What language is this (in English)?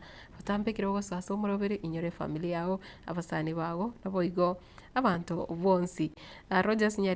Gusii